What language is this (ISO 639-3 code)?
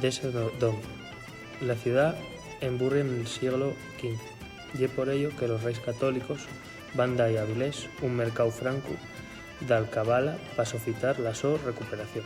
ast